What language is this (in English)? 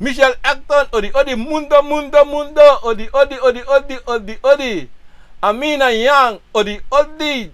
Sranan Tongo